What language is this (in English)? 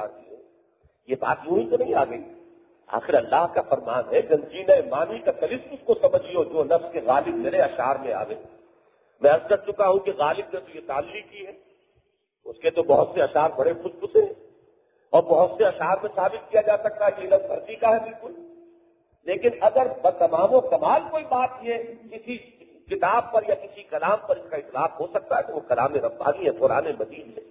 Urdu